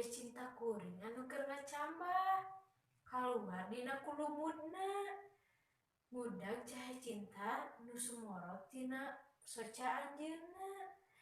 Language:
Sundanese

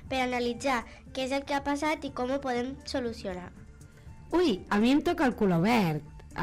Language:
Catalan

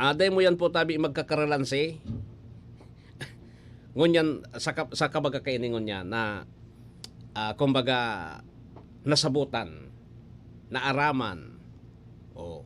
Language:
Bikol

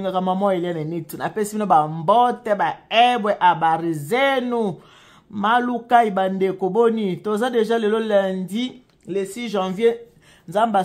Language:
Lingala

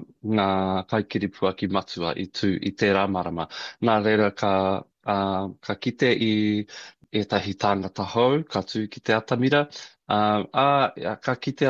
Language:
Māori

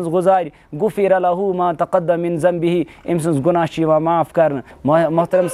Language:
Kashmiri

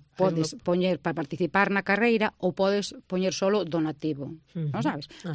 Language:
Galician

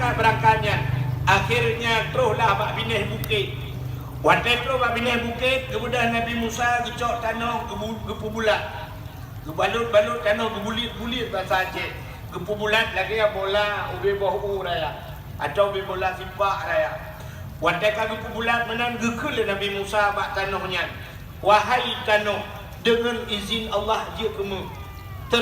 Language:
Achinese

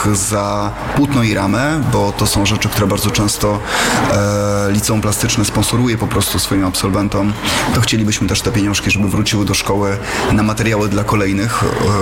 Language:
Polish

